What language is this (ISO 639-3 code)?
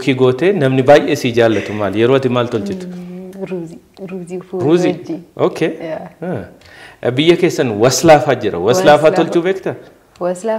orm